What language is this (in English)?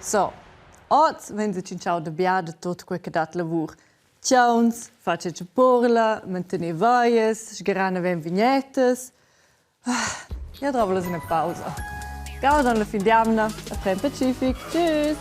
Romansh